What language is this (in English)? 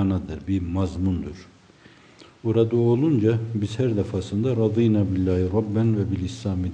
Turkish